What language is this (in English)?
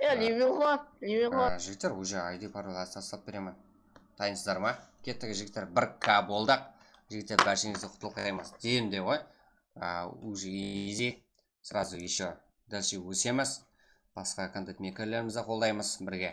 Kara-Kalpak